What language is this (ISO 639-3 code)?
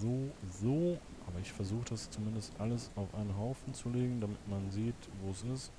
gsw